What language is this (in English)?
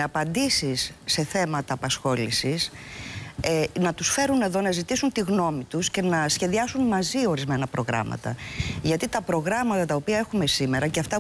Greek